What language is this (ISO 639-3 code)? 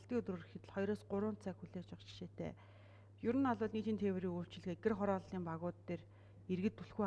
mon